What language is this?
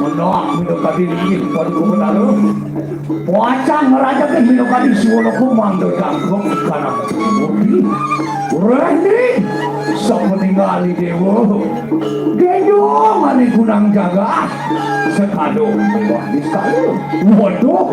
Balinese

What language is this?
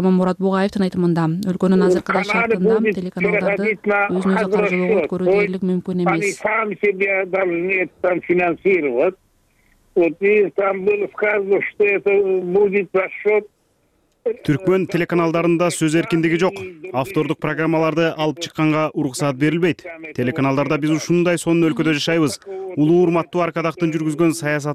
Kyrgyz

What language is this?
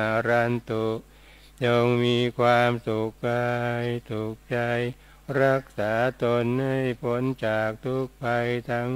Thai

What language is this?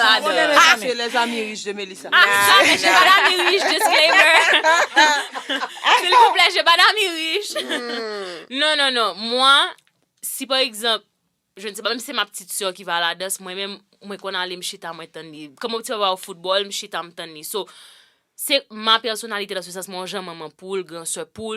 Haitian Creole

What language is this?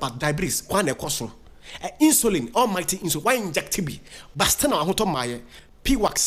Akan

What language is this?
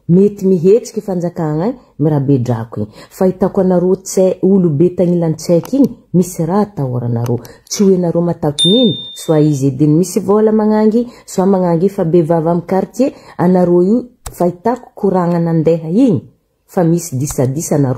Malagasy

